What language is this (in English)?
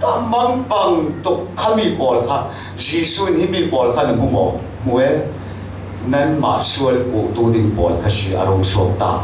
Falam Chin